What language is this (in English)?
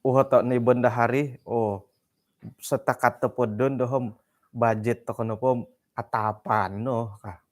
Central Dusun